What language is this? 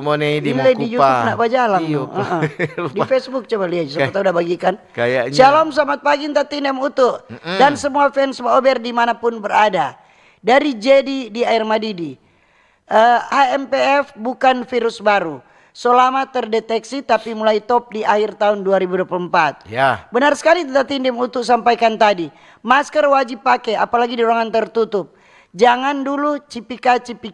Manado Malay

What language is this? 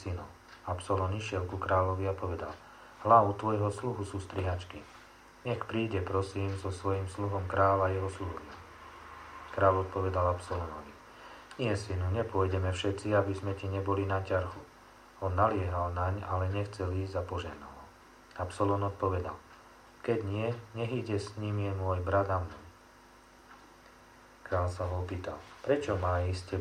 Slovak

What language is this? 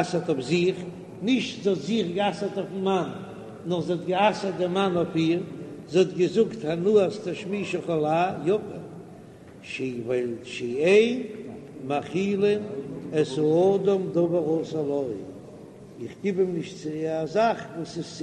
Yiddish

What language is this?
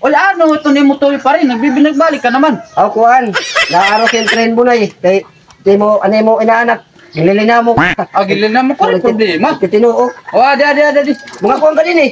Waray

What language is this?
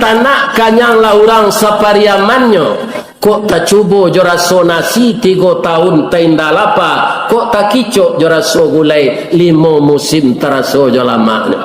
Minangkabau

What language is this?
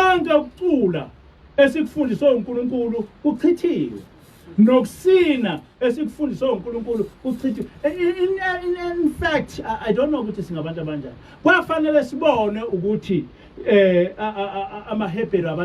Zulu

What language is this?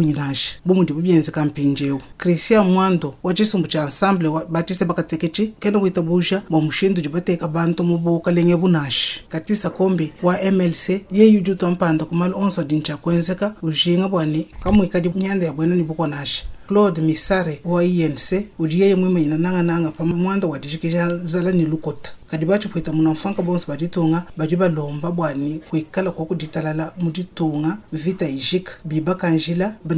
Luba-Lulua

